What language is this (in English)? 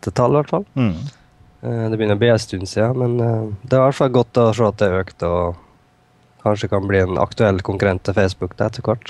Norwegian